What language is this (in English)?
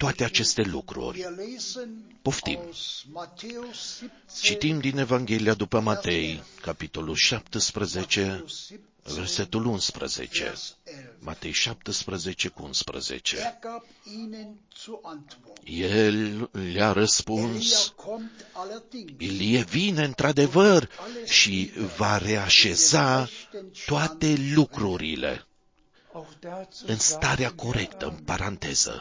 Romanian